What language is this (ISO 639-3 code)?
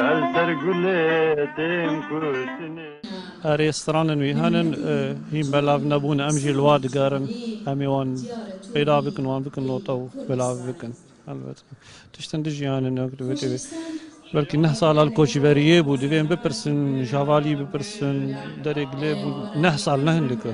kur